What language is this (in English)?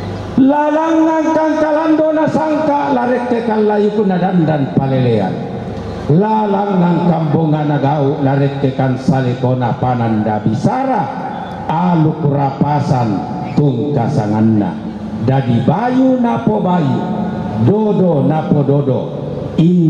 Toraja-Sa'dan